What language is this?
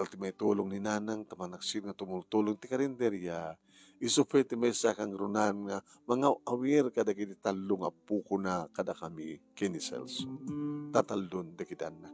Iloko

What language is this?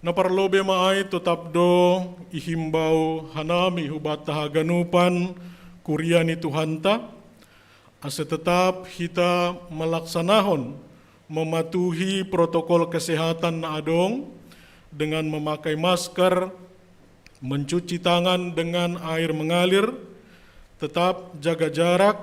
Batak Simalungun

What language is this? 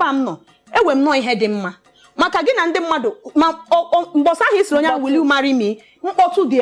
Igbo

